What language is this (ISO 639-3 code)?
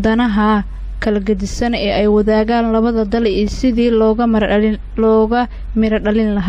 som